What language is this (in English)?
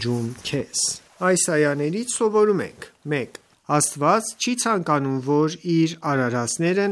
Armenian